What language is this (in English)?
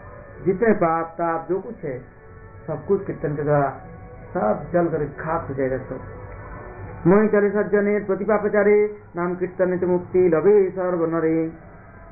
Hindi